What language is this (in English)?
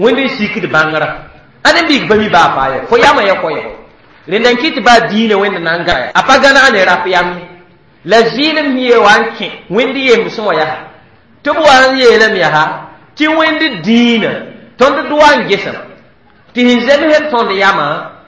Mossi